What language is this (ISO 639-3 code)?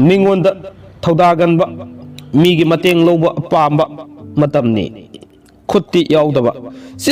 mni